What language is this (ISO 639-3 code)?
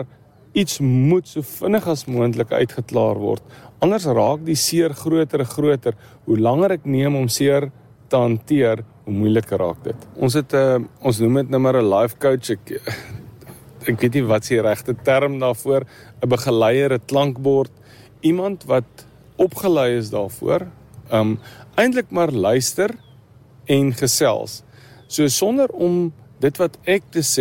afr